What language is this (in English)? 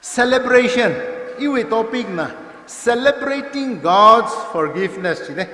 Tangkhul Naga (India)